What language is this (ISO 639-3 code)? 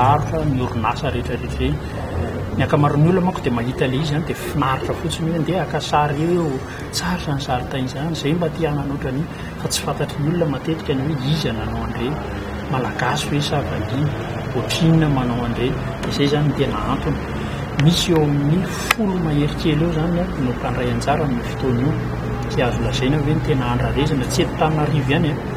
mlg